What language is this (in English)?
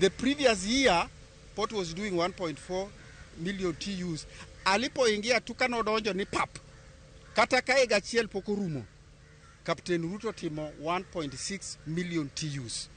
Luo (Kenya and Tanzania)